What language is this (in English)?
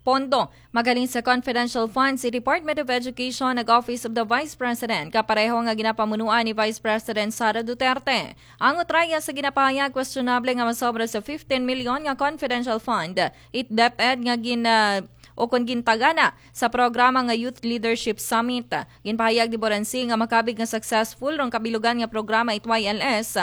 Aklanon